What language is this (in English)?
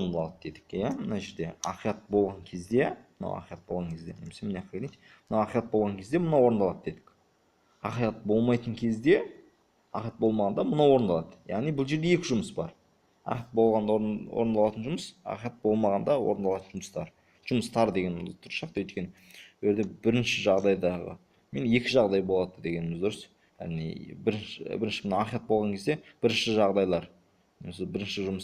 Kazakh